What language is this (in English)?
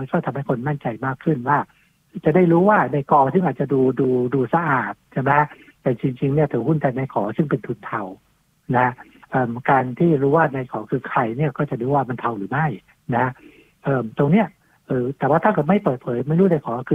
Thai